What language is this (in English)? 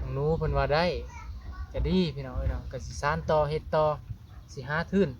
Northeastern Thai